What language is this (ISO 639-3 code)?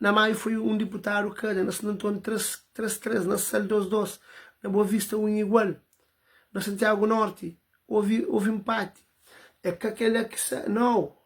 kea